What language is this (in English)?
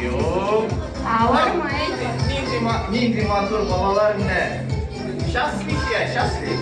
Tatar